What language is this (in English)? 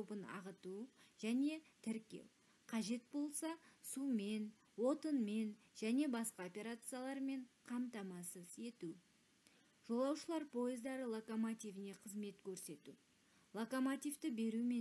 Kazakh